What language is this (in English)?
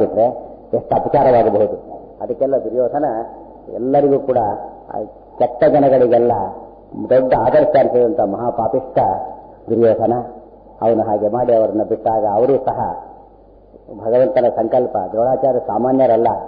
Kannada